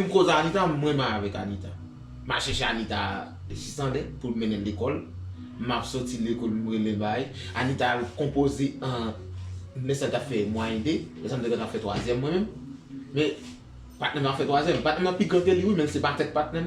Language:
Haitian Creole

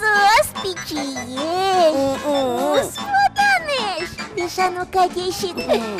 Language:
Udmurt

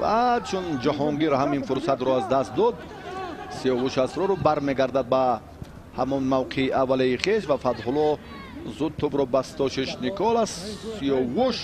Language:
Tajik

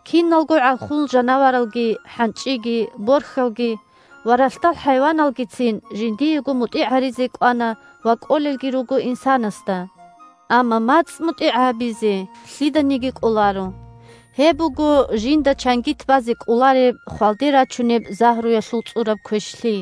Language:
Avaric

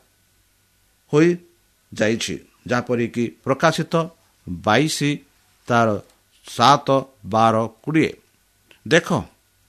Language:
Odia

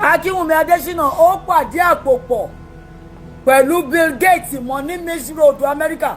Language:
Yoruba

